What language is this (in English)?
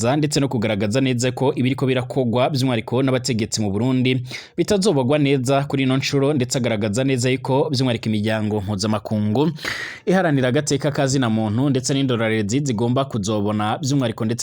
Rundi